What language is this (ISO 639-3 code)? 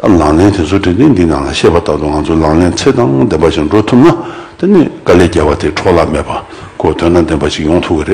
bod